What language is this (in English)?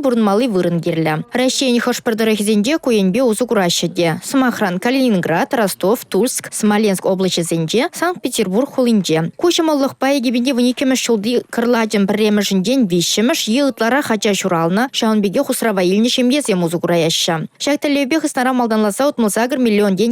Chuvash